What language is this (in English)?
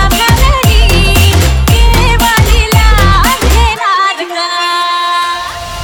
Marathi